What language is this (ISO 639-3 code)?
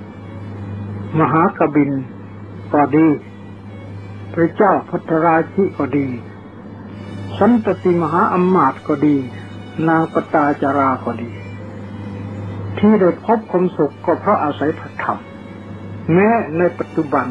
tha